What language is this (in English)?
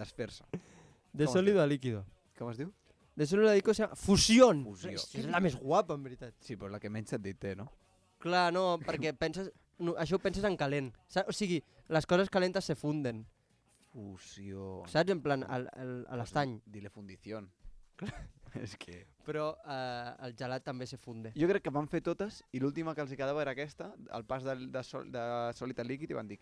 Catalan